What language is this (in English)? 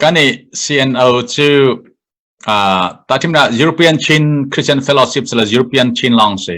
Hakha Chin